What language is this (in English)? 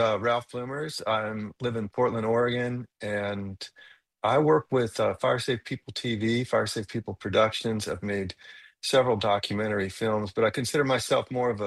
English